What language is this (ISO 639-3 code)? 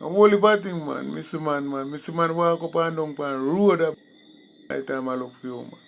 jam